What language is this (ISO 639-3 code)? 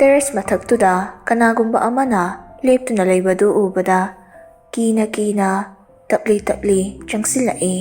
mni